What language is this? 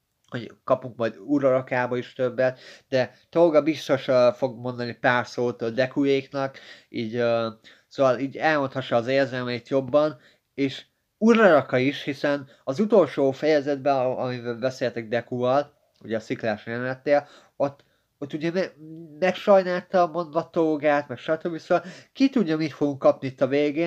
Hungarian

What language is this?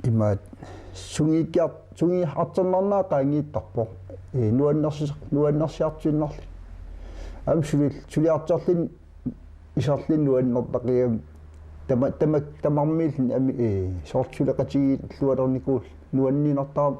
Kalaallisut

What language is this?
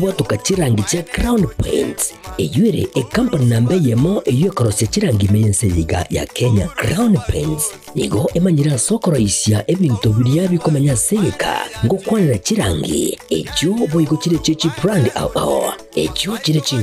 Gusii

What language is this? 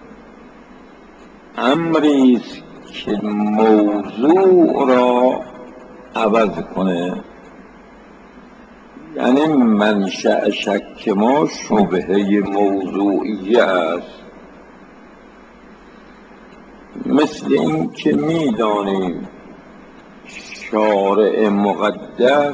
Persian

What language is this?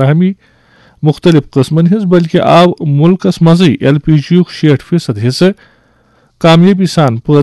Kashmiri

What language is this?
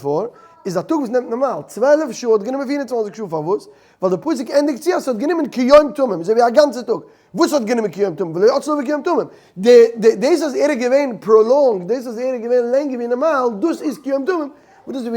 Yiddish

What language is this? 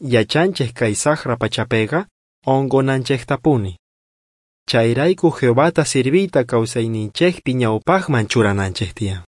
South Bolivian Quechua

